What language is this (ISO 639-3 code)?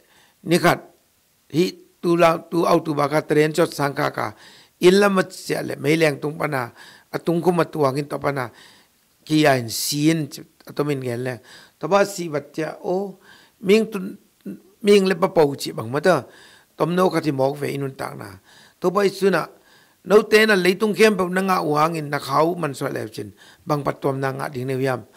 ctd